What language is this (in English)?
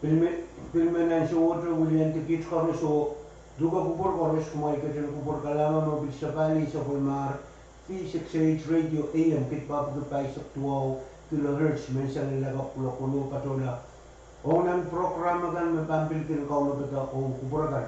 Pohnpeian